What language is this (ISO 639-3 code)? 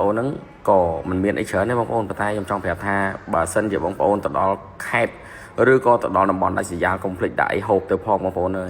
khm